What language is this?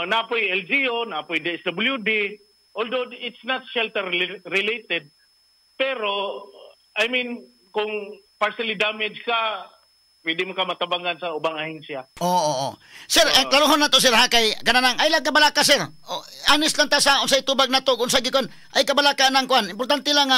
Cebuano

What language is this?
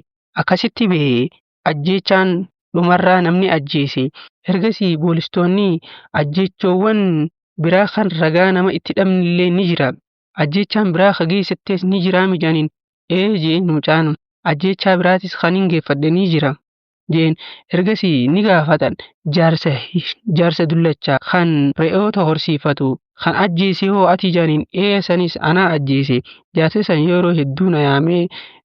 Oromo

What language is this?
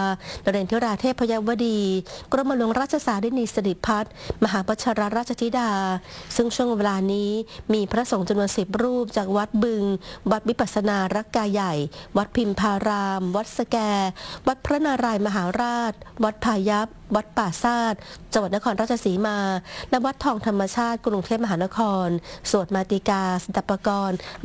Thai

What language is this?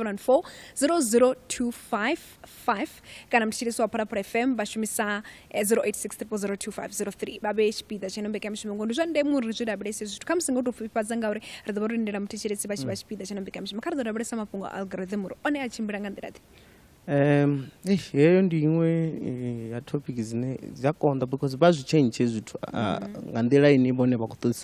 Venda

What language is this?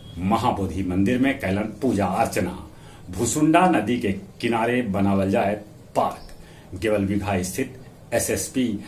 Magahi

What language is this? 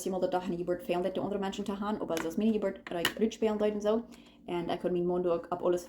Plautdietsch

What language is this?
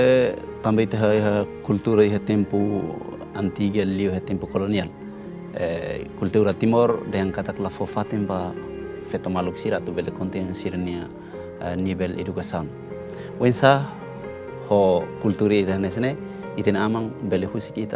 Tetum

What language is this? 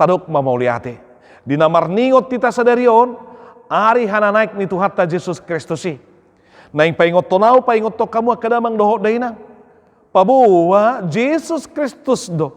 Batak Toba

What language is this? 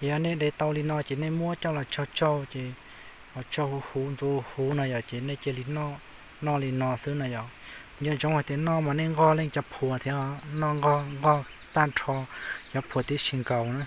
Hmong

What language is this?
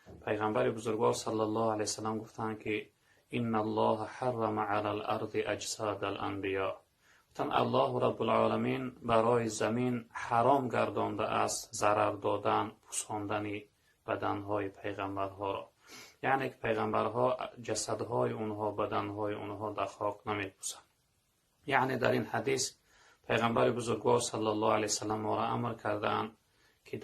Tajik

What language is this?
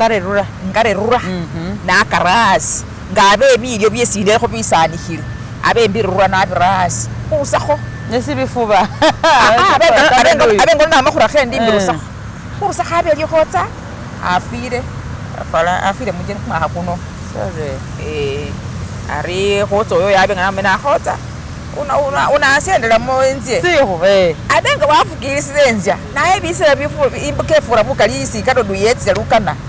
Masaaba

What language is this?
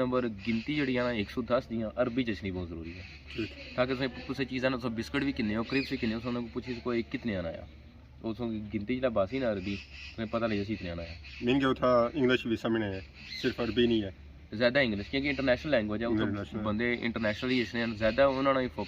Pahari-Potwari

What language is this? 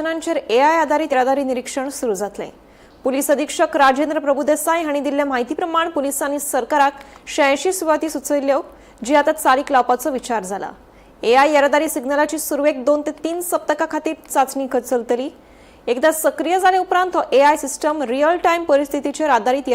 Konkani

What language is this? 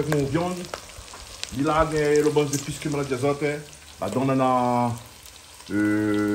Réunion Creole French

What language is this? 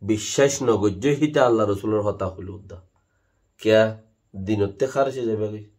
Rohingya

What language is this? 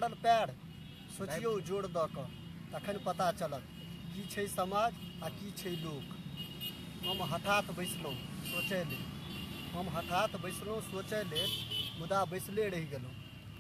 Maithili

